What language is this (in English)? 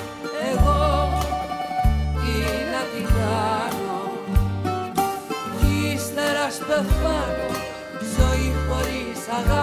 Greek